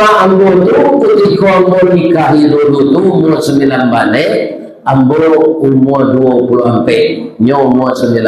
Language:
Minangkabau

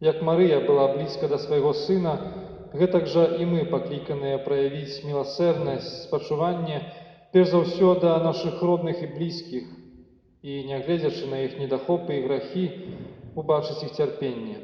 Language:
Belarusian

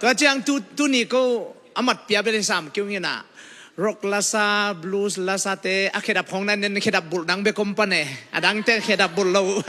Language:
Tedim Chin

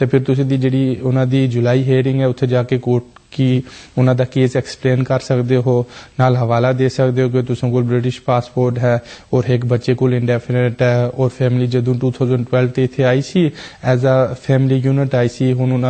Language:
Punjabi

